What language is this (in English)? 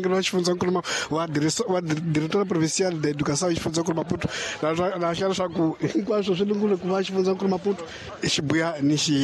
Tsonga